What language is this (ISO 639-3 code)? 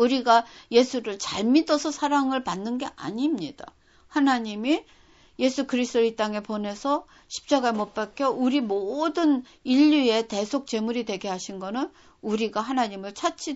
kor